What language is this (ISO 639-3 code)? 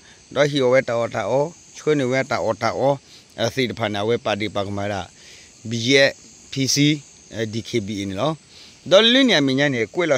ksw